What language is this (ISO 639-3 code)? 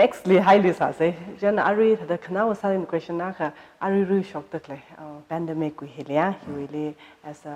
nmf